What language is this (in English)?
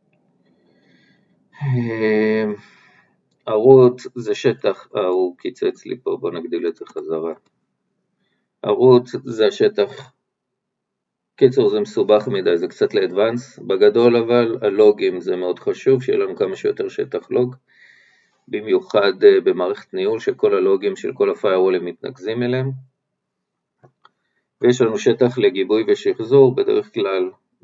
Hebrew